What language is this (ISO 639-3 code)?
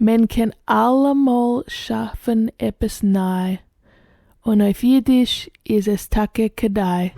yid